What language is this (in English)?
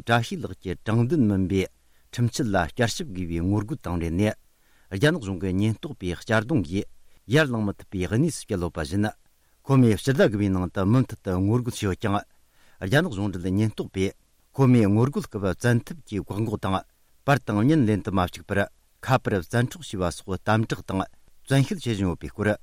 Tibetan